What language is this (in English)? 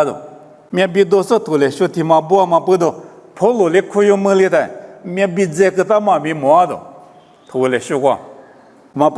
Lisu